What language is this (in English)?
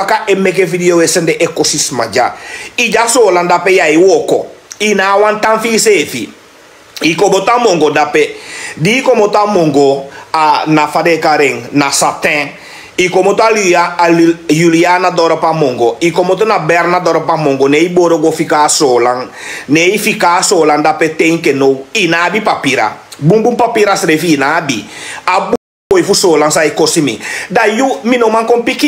Sranan Tongo